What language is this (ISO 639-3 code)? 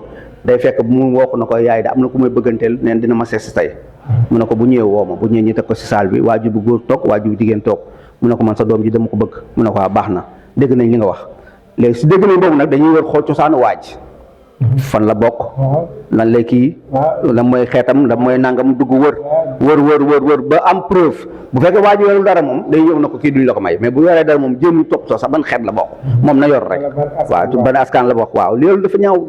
wol